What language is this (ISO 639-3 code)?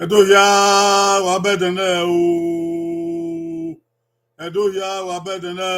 bin